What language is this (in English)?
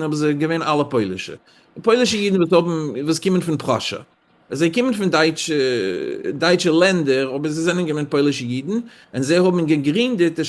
Yiddish